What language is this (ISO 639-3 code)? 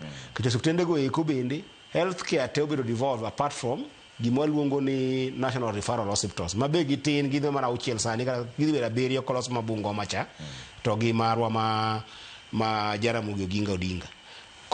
luo